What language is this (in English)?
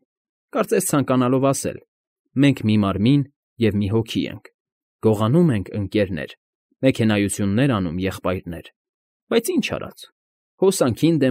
Armenian